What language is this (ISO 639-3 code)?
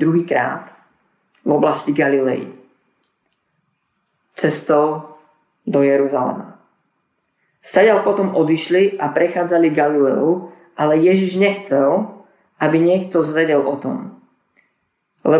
slk